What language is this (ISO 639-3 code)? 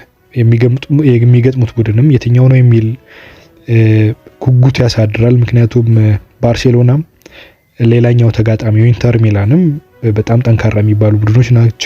amh